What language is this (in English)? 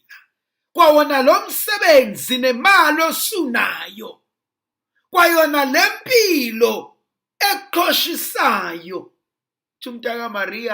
Zulu